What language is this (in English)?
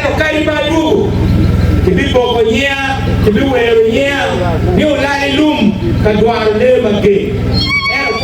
Acoli